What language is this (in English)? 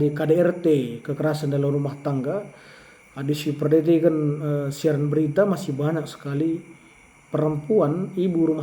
Batak Karo